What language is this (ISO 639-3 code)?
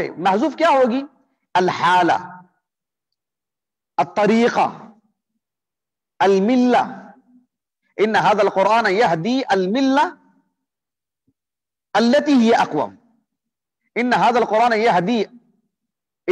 urd